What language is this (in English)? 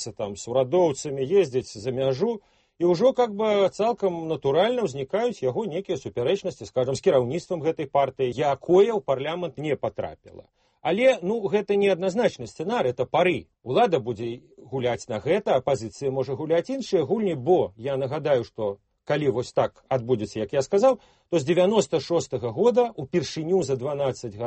Belarusian